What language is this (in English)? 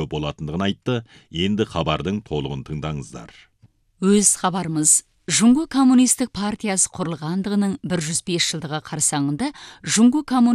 Kazakh